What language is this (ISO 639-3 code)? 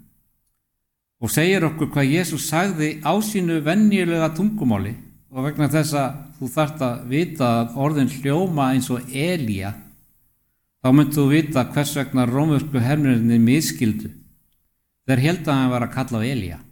isl